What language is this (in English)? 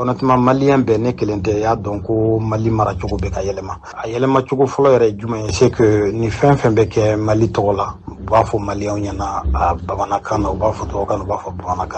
Bambara